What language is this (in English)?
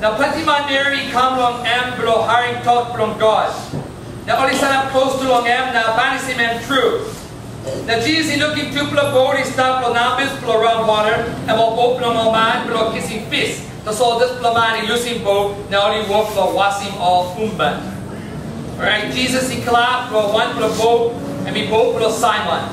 Tok Pisin